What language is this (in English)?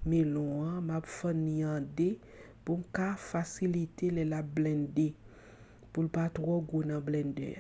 Haitian Creole